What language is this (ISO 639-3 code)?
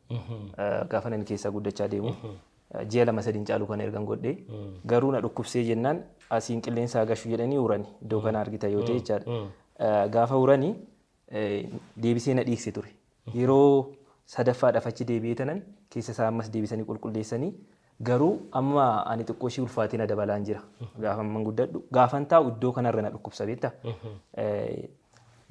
orm